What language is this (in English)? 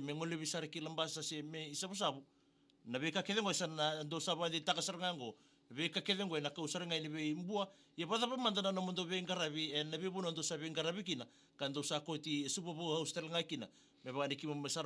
Fijian